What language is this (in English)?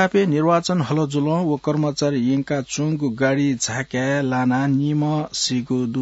Newari